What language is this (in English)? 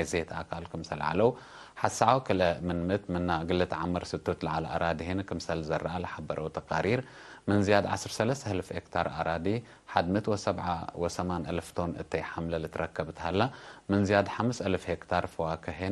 Tigre